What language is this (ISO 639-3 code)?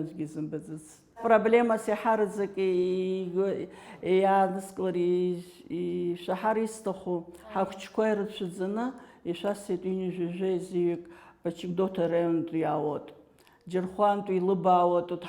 abk